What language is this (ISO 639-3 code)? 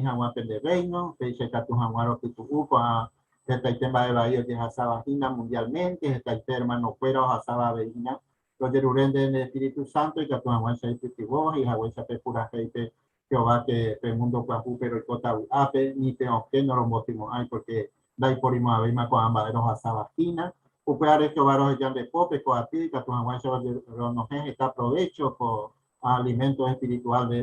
grn